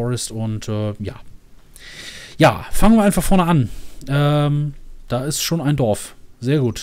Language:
German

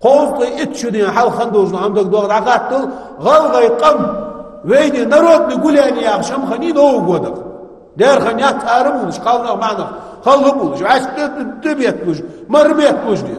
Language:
Ingush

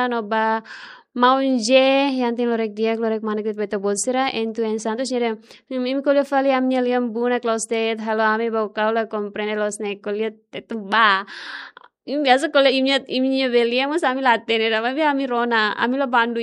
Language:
Tetum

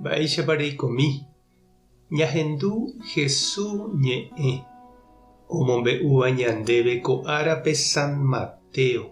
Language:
Guarani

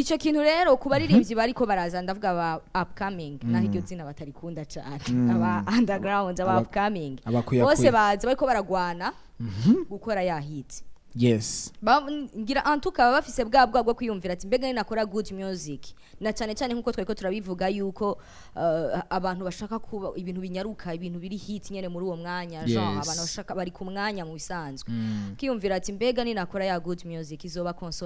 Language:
Rundi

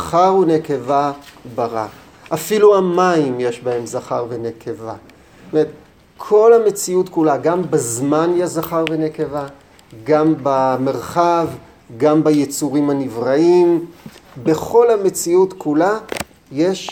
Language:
Hebrew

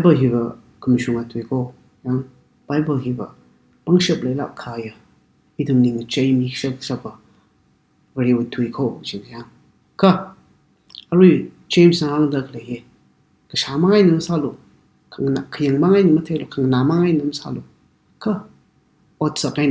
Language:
Tangkhul Naga (India)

